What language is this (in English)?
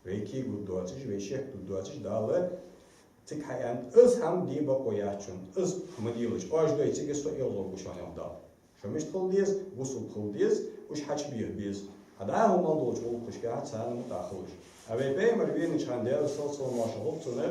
Ingush